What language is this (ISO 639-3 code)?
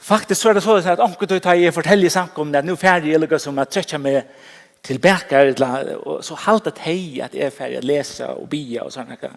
fao